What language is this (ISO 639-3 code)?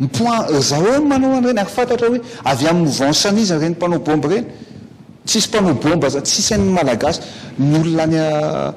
mlg